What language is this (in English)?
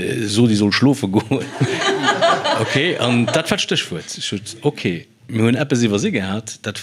Luxembourgish